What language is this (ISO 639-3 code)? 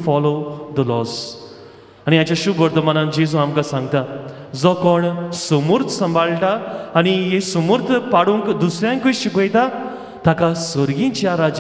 kok